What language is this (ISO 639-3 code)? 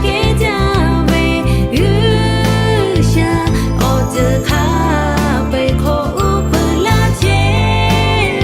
lhu